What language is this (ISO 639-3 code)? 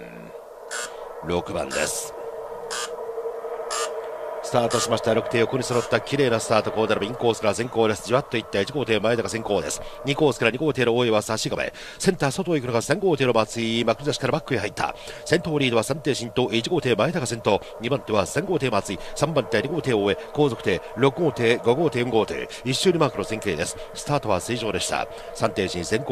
jpn